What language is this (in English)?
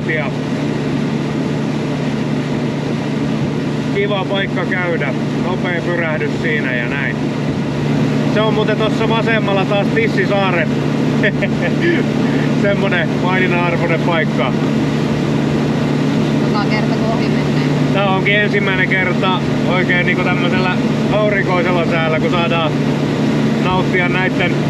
Finnish